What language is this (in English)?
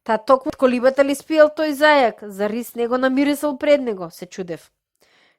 Macedonian